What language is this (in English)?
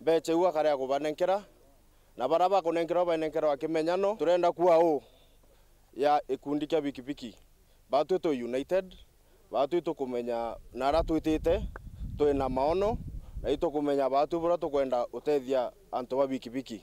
Meru